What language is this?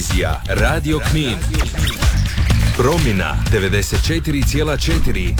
Croatian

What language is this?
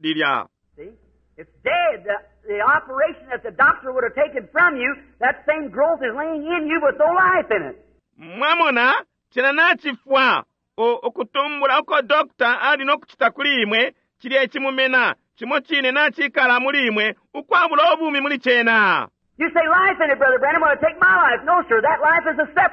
Bemba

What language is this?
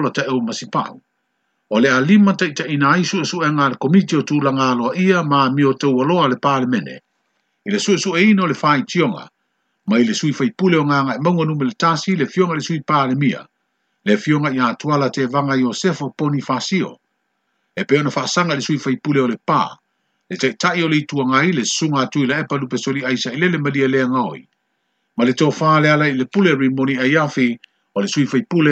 Samoan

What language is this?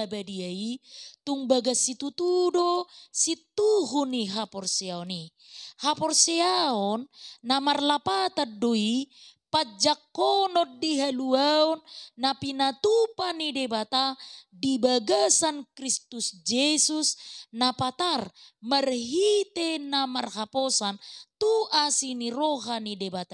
Batak Toba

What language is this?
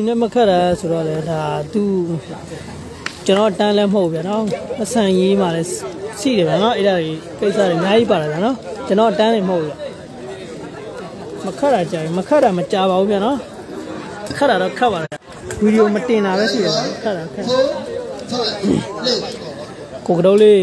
Burmese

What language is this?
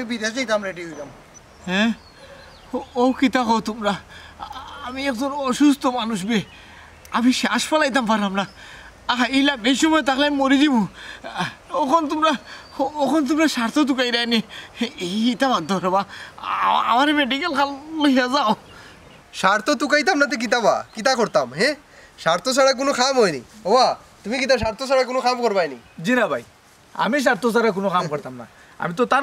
Sylheti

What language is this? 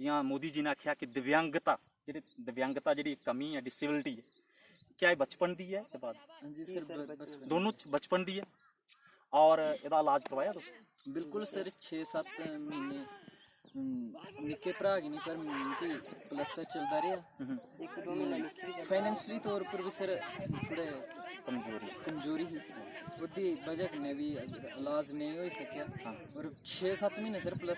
Dogri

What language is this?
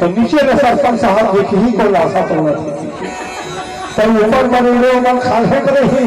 Chhattisgarhi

